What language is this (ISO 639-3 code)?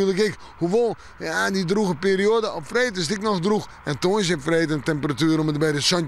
fry